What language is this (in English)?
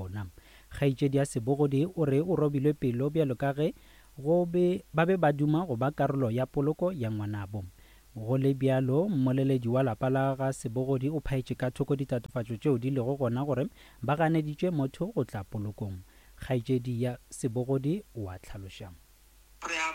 Northern Sotho